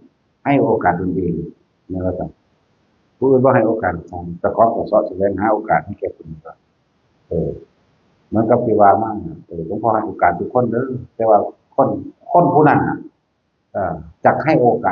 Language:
Northeastern Thai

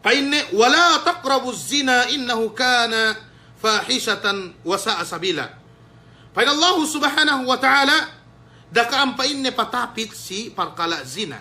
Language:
Yakan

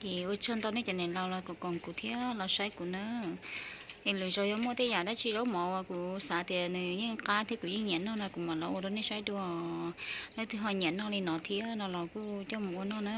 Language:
Hmong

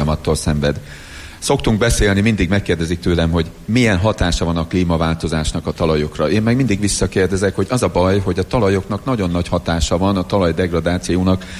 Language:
Hungarian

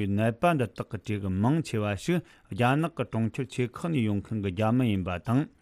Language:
Tibetan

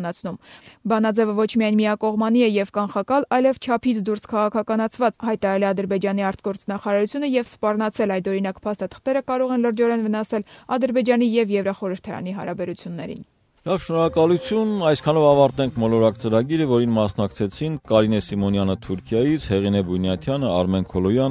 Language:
Armenian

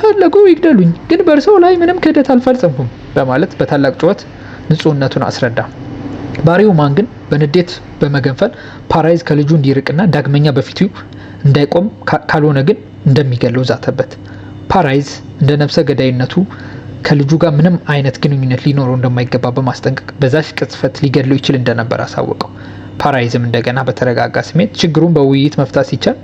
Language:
Amharic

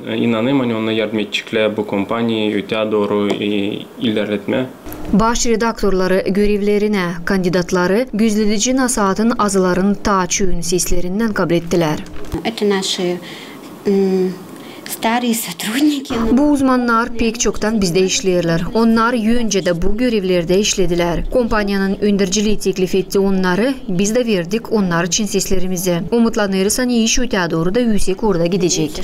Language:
Gagauz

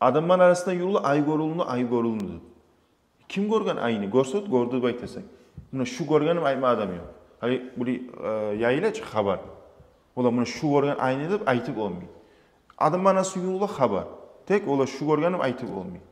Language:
Kumyk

